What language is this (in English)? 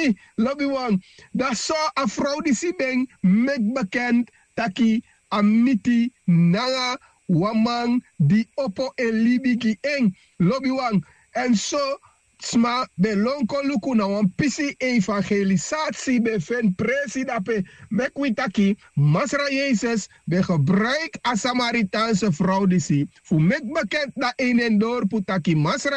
Sranan Tongo